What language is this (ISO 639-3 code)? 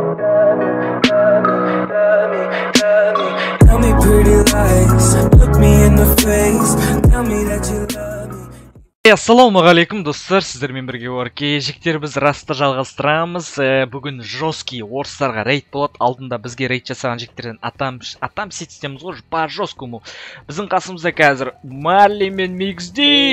kaz